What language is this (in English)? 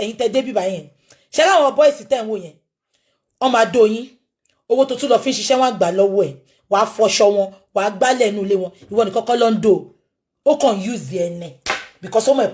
Yoruba